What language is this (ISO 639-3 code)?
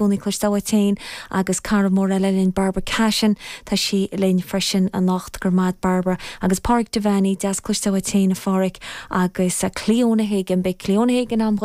gle